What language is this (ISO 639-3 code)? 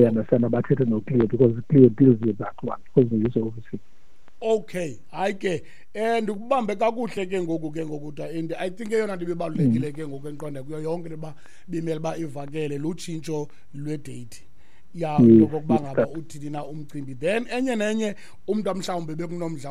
xho